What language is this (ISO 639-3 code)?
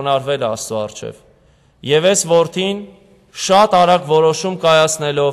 hye